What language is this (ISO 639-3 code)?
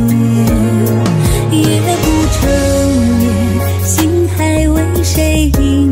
zho